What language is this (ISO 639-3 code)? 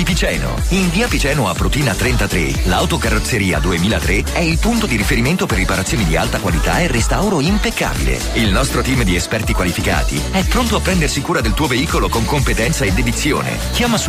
ita